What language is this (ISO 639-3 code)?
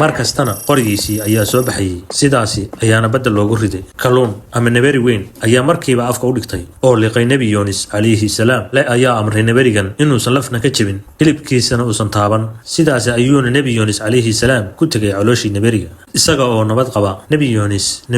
som